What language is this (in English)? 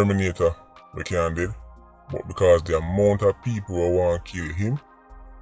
Jamaican Creole English